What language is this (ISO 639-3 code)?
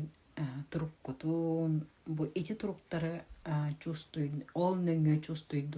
sah